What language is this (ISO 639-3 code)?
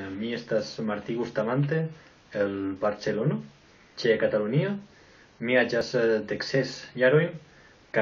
epo